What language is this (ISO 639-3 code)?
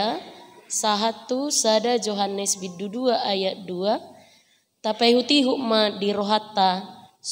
bbc